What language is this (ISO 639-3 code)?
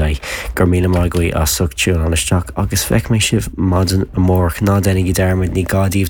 gle